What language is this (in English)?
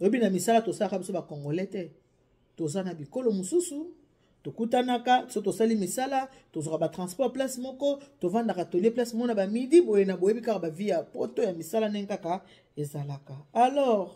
Lingala